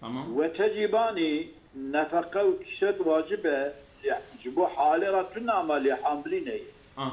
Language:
Kurdish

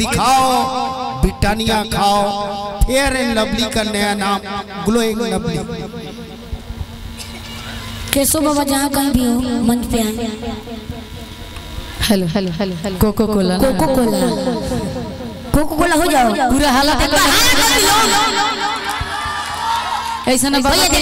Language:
Bhojpuri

